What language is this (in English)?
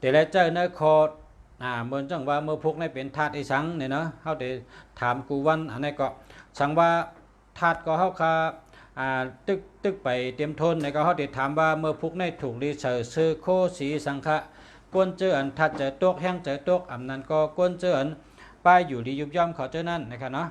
Shan